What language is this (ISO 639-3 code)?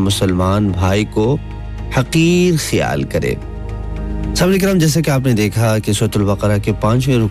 urd